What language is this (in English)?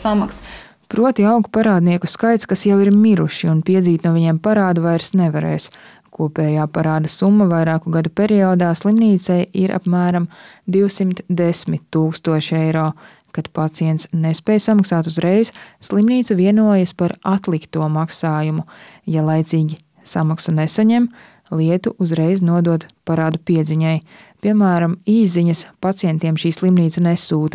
Latvian